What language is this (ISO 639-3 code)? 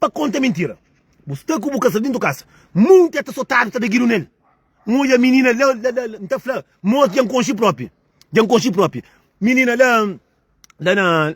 kea